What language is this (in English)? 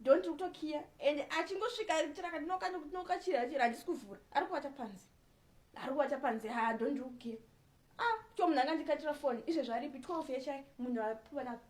Shona